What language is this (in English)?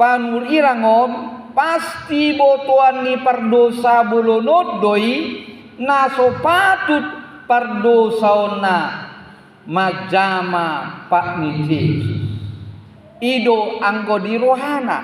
Batak Toba